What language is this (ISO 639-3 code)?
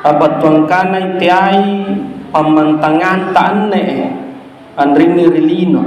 mak